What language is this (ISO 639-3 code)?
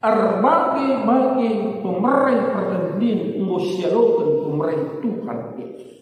btx